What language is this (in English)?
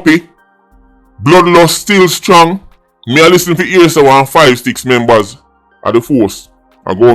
Jamaican Creole English